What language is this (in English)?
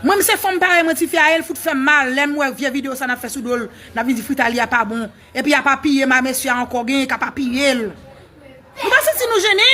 Haitian Creole